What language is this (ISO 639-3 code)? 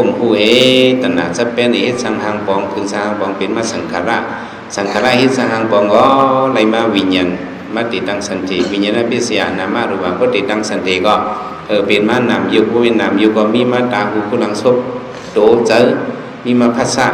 shn